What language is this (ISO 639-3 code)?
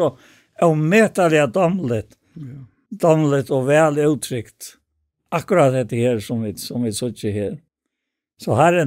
fao